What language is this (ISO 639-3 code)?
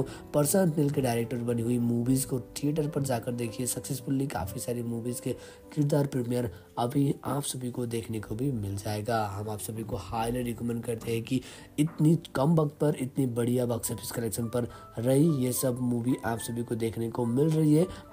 hin